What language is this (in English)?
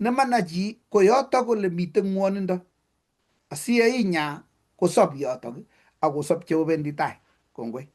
Kalenjin